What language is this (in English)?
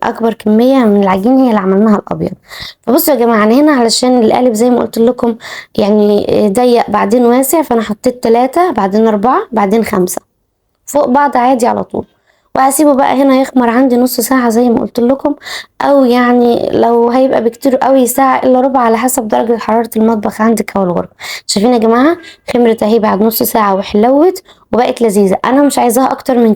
Egyptian Arabic